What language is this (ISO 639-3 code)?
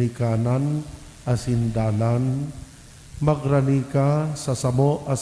bik